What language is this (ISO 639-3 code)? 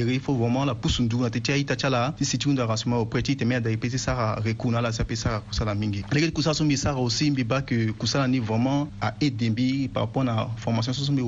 sag